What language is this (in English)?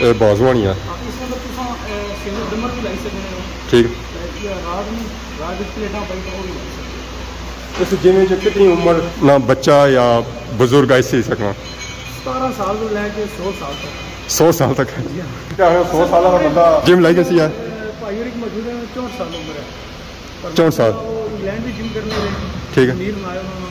Pahari-Potwari